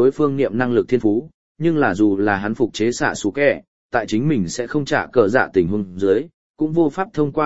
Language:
Vietnamese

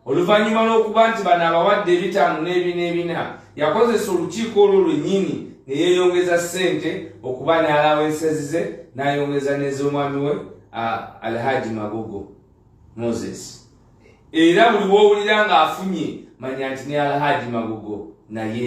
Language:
Ganda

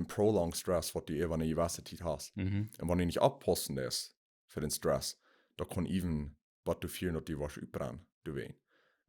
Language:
Plautdietsch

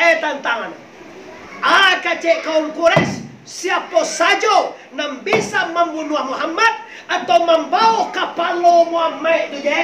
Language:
Minangkabau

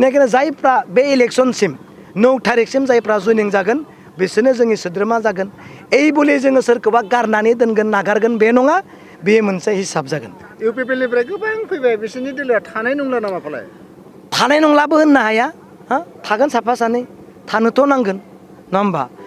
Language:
Bodo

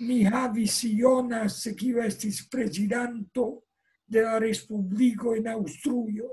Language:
Esperanto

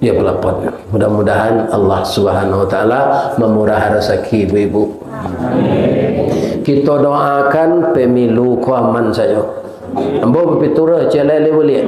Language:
Minangkabau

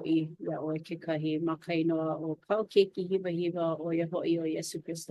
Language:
Hawaiian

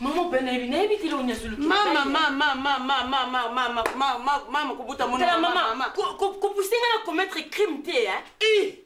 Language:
Lingala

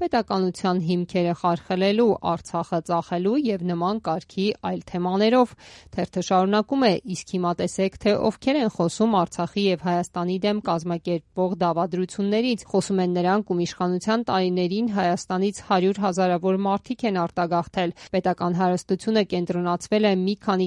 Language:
Armenian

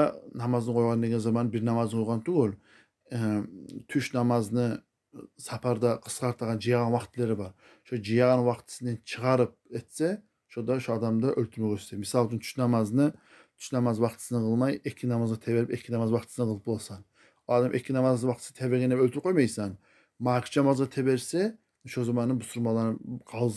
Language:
Kumyk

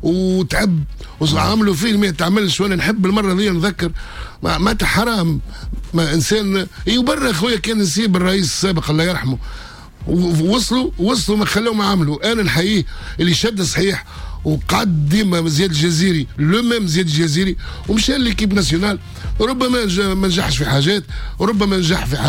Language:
Tunisian Arabic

